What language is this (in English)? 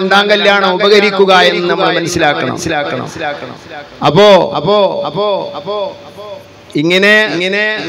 Malayalam